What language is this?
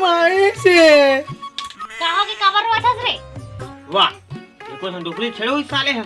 Chhattisgarhi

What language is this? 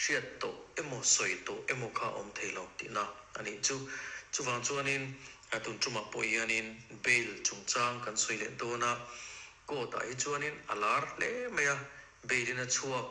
Mizo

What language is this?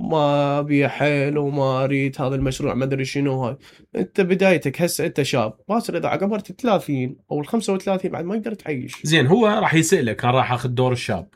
Mesopotamian Arabic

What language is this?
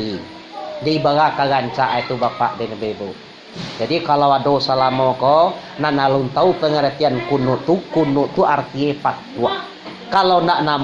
Minangkabau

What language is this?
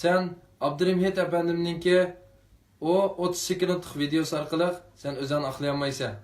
Uyghur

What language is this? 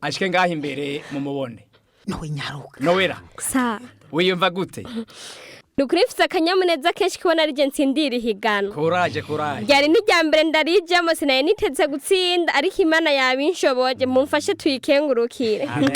Rundi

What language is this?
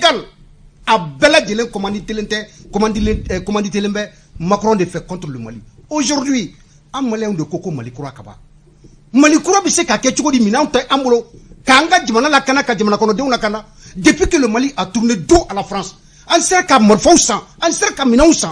Bambara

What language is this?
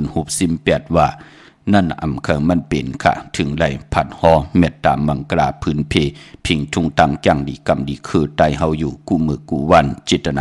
Shan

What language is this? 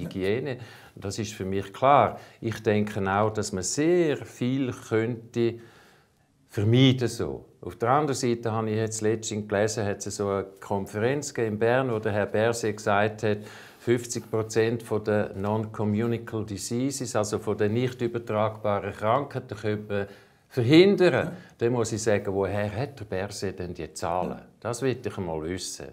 Swiss German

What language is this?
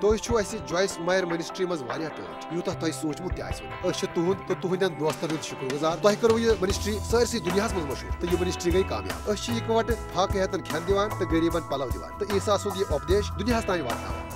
Kashmiri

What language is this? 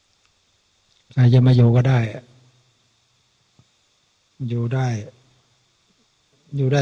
Thai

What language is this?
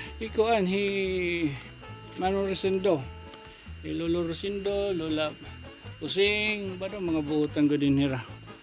Waray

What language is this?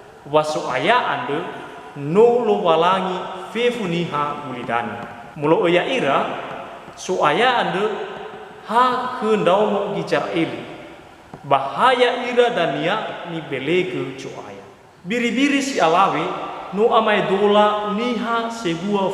Nias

